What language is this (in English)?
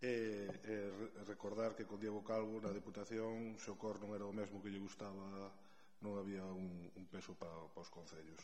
Galician